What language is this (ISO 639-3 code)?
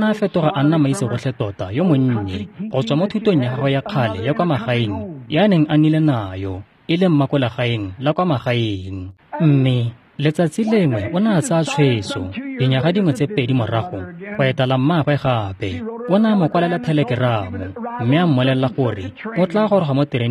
tsn